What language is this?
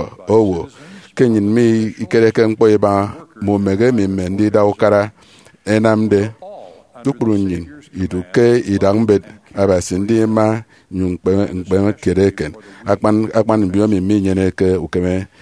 Efik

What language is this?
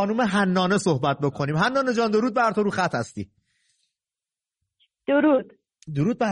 Persian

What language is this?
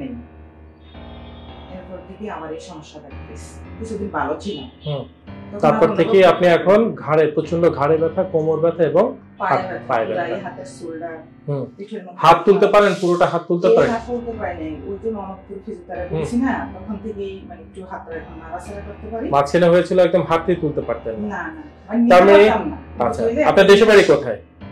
Bangla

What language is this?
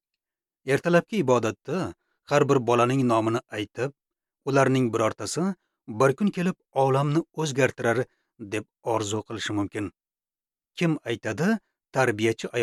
Uzbek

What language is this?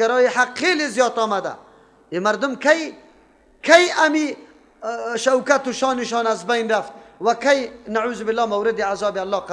Persian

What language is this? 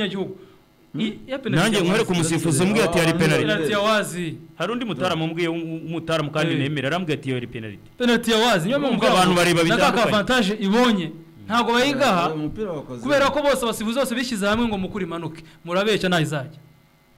Kinyarwanda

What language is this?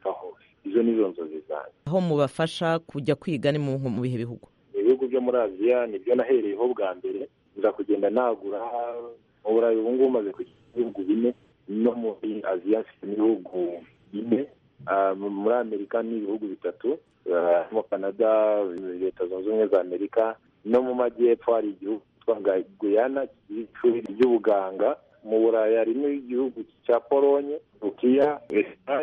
Kinyarwanda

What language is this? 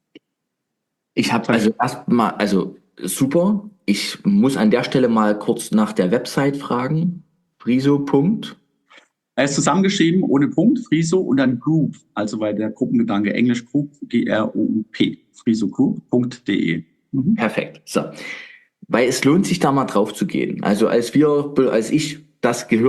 German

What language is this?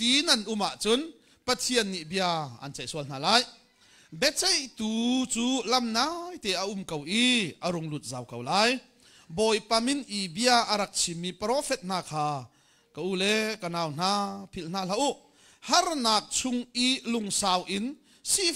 Hakha Chin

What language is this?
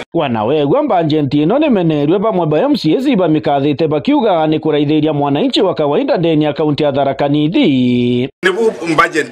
Meru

